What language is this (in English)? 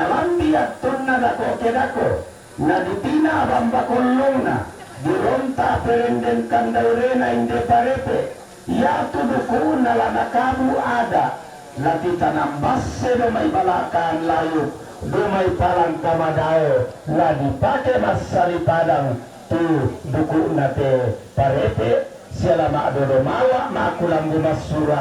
Toraja-Sa'dan